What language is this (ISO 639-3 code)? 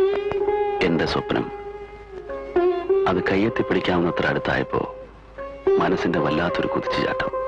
mal